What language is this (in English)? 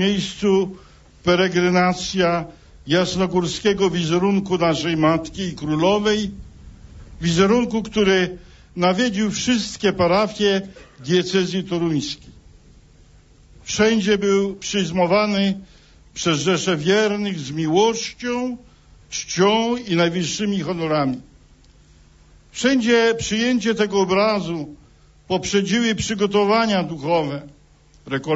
Polish